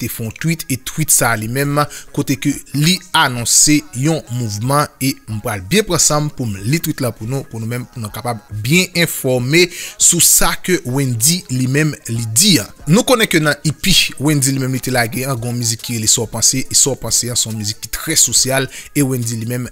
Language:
Haitian Creole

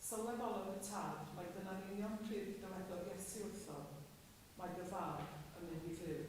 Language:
Welsh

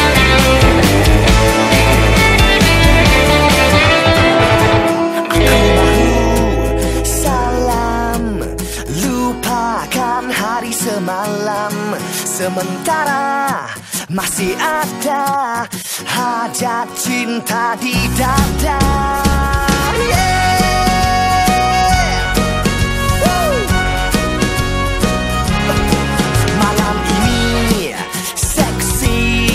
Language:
Malay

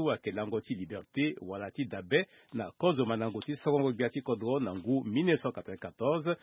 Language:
Sango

